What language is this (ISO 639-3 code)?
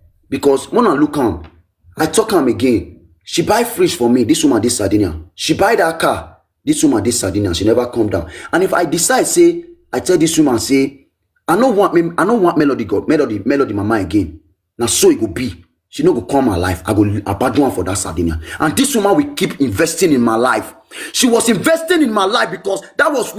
pcm